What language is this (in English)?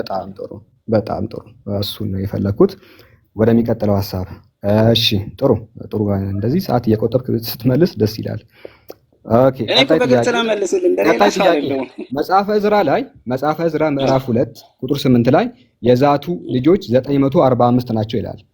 Amharic